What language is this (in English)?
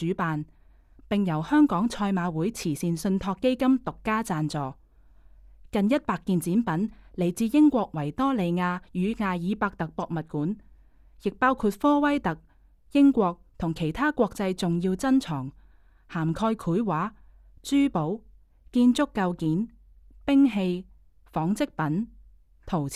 Cantonese